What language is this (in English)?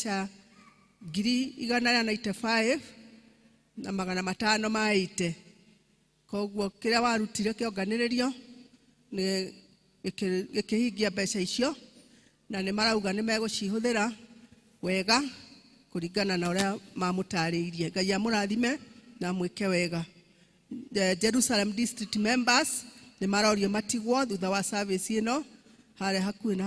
Kikuyu